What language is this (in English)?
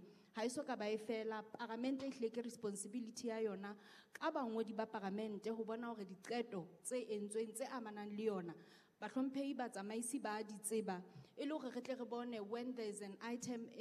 Southern Sotho